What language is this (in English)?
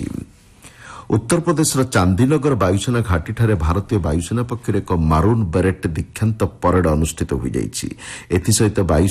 Odia